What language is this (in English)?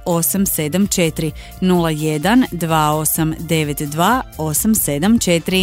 Croatian